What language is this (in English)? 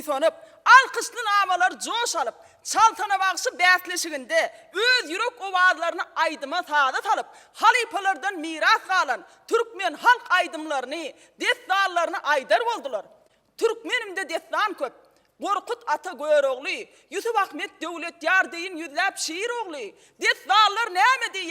Turkmen